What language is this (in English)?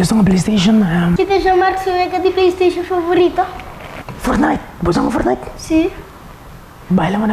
Papiamento